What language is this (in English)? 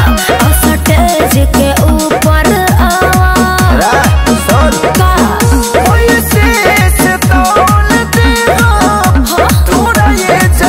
Bhojpuri